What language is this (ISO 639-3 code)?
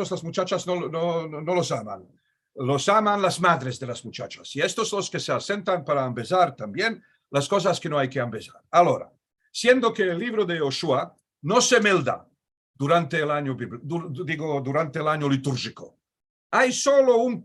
lad